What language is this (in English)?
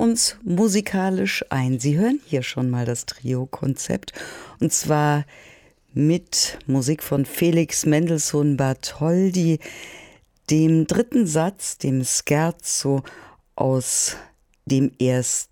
German